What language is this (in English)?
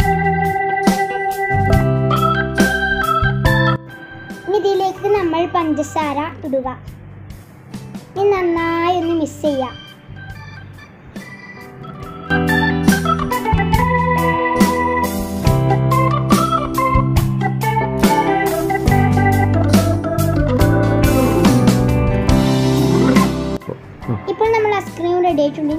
Malayalam